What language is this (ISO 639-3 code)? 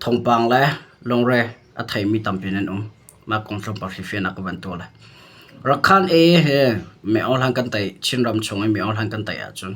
cnh